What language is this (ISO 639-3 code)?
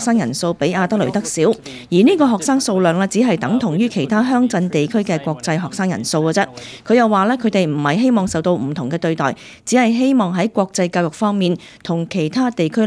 yue